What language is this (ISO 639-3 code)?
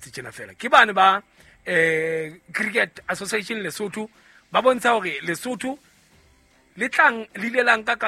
sot